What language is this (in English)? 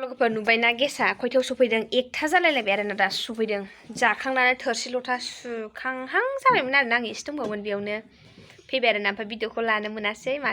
Bodo